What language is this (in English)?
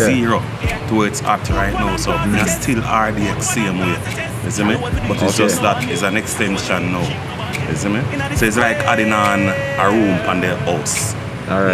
Jamaican Creole English